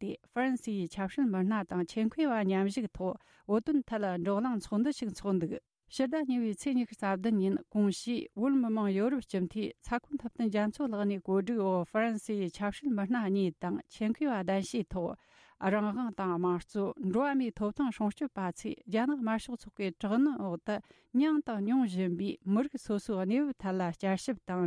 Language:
Tibetan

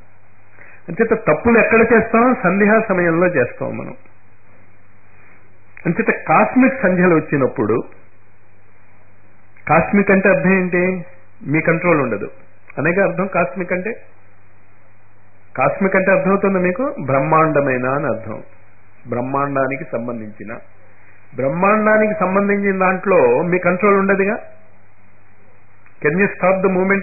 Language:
Telugu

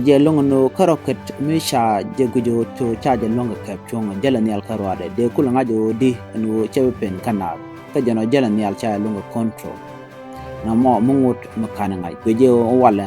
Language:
Nuer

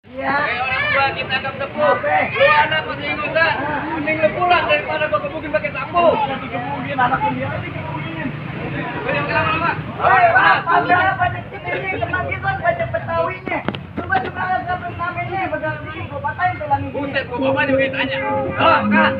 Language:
Betawi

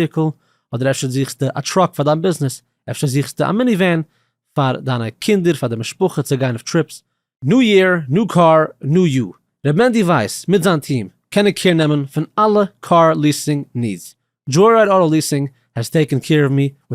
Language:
Yiddish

